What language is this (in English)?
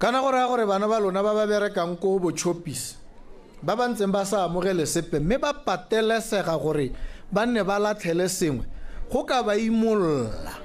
Tswana